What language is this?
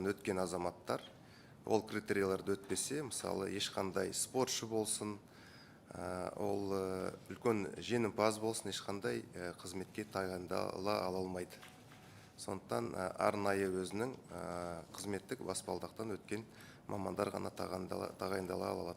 Kazakh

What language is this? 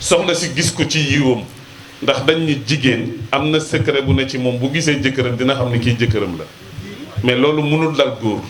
Wolof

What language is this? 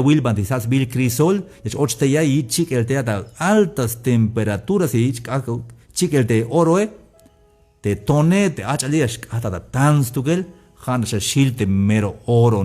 Tzeltal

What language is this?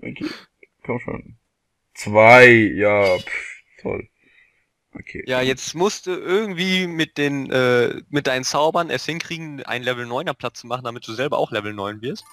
Swiss German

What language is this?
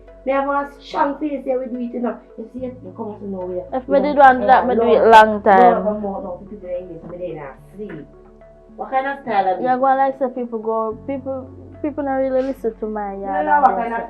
Jamaican Creole English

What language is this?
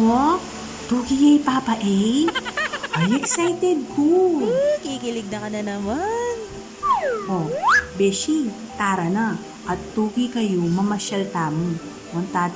Pampanga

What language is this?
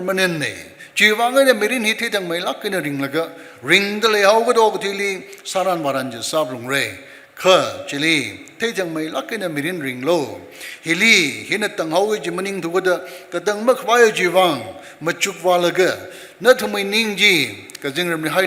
Tangkhul Naga (India)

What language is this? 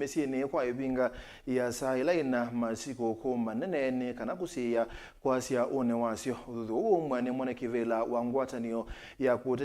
Kamba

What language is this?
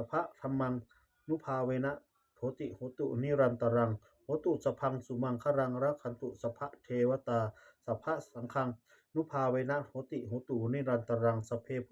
Pali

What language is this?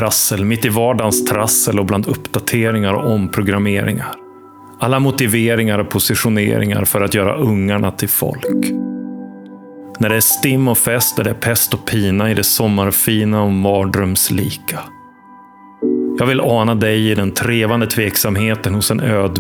Swedish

